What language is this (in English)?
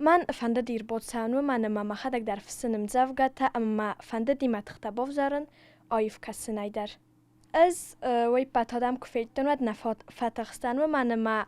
Ossetic